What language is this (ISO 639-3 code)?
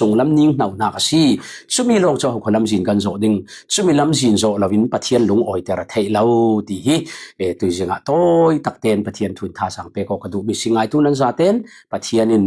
cfm